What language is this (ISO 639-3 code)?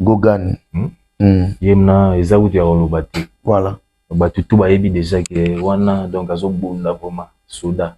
lin